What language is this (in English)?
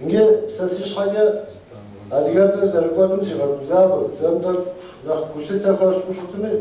Kabardian